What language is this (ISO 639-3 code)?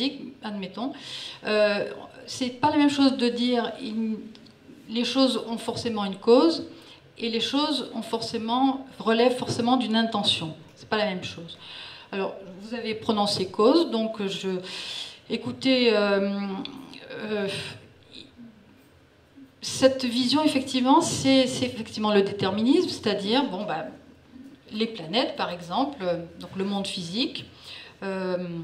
fra